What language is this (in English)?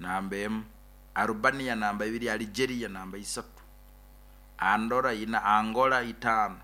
Nyoro